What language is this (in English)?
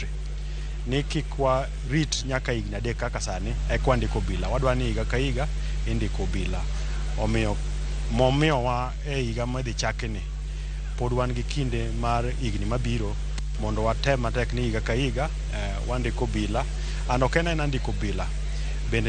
Luo (Kenya and Tanzania)